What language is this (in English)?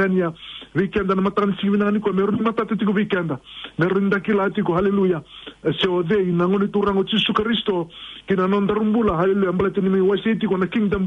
Fijian